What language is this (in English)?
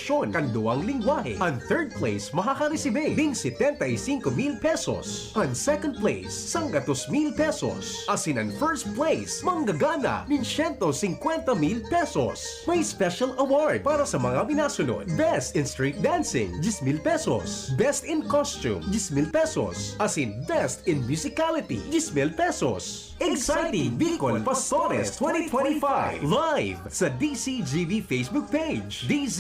Bikol